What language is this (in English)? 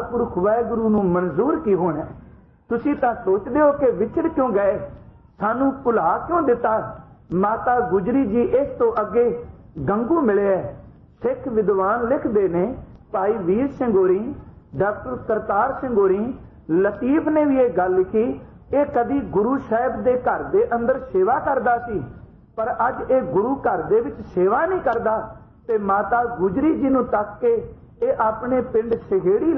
Punjabi